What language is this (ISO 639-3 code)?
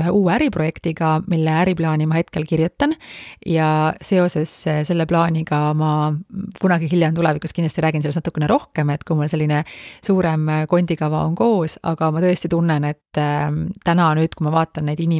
est